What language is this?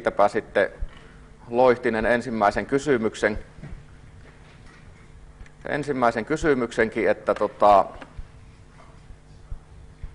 Finnish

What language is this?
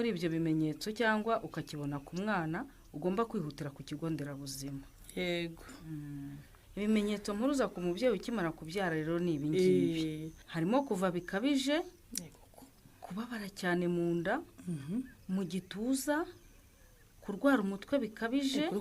Kinyarwanda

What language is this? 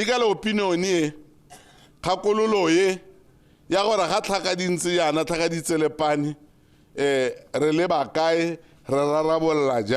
Tswana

